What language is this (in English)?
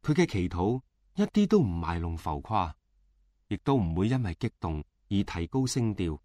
Cantonese